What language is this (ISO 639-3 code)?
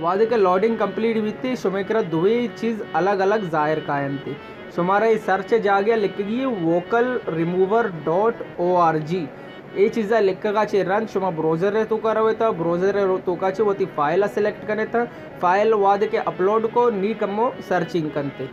bal